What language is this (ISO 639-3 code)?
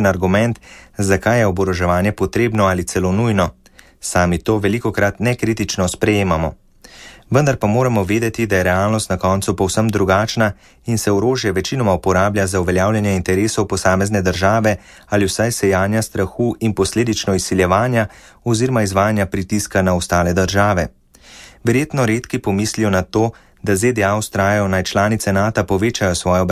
slv